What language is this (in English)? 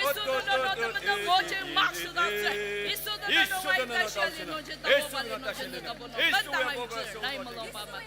Ao Naga